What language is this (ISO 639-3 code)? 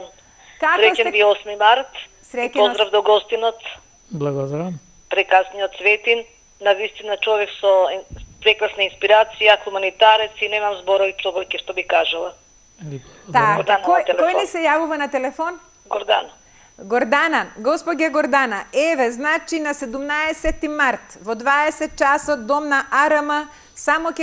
mkd